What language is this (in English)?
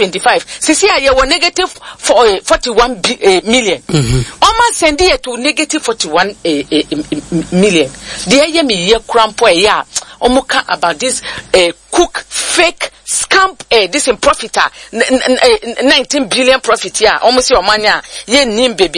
Akan